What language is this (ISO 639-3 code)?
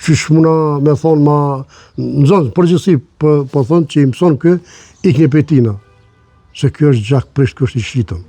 sqi